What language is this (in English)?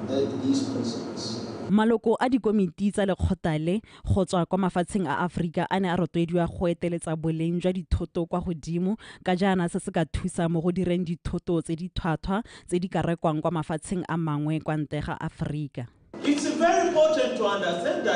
Tswana